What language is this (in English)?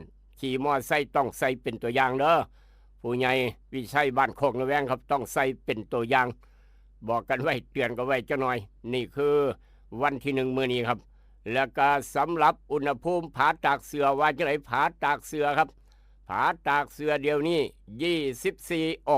Northeastern Thai